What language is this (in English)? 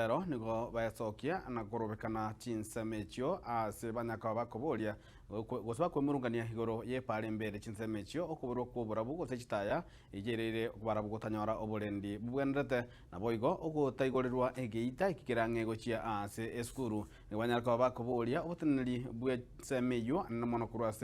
Gusii